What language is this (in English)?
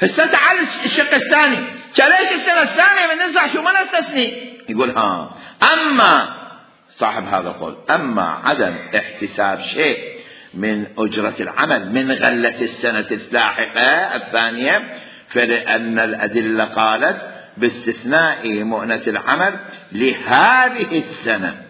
Mesopotamian Arabic